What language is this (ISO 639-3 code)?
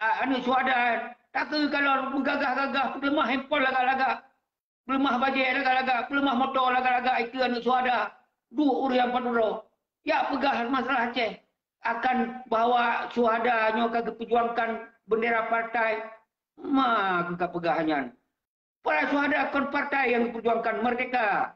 ace